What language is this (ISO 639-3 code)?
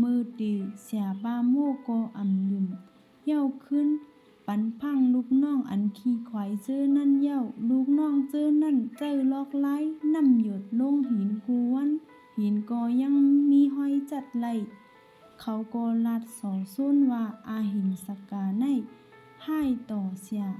shn